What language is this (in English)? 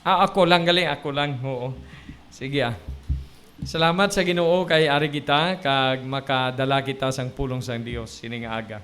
Hiligaynon